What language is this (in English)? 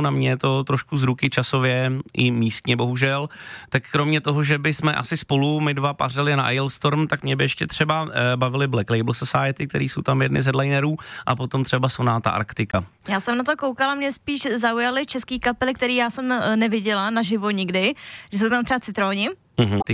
Czech